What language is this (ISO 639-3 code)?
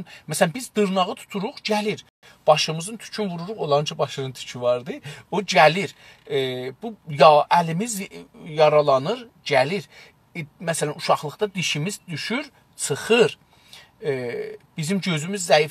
azb